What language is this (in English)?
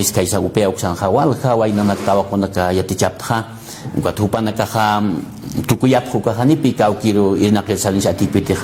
Aymara